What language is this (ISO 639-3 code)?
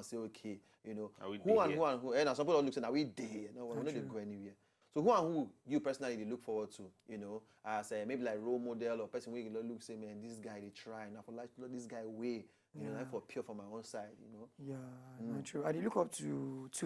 pcm